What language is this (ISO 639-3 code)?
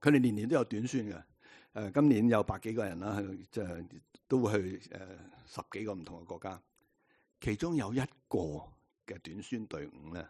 yue